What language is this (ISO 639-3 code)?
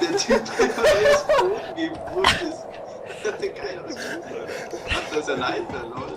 bar